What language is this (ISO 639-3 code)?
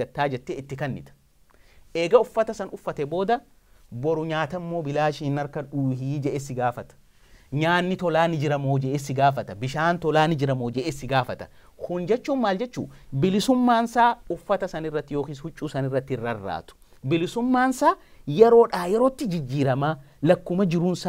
orm